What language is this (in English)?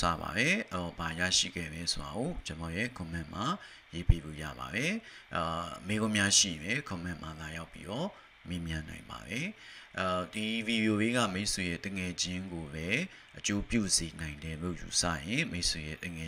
Burmese